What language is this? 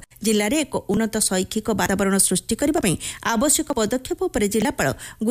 Odia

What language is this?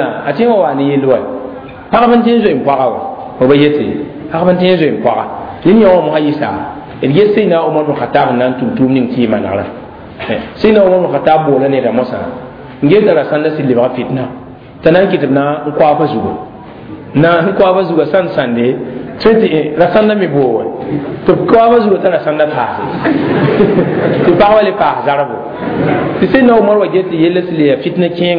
Mossi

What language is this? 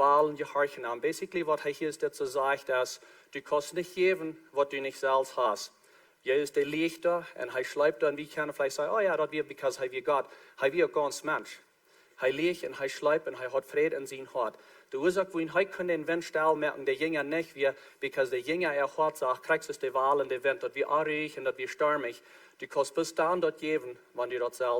Plautdietsch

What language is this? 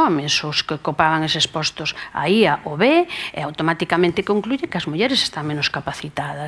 Galician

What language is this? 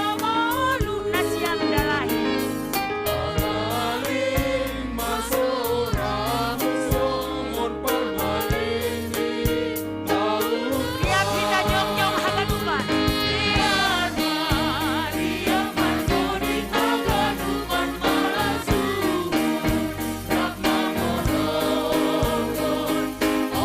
Batak Simalungun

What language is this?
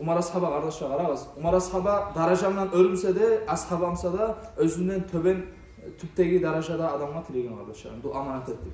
Kumyk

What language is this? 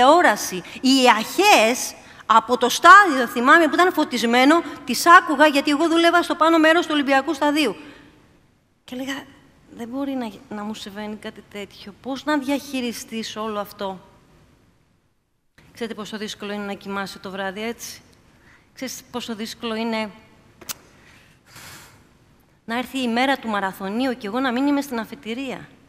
Greek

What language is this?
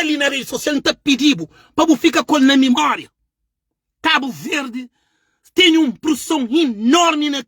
Kabuverdianu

